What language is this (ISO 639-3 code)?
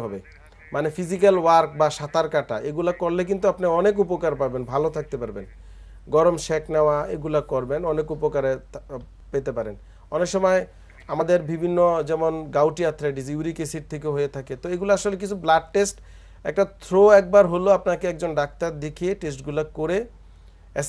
ben